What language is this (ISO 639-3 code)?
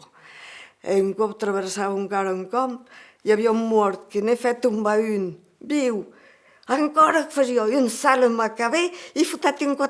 oci